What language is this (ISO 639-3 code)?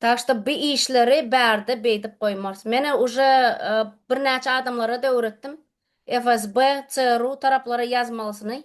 tuk